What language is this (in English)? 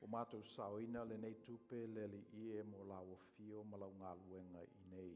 Samoan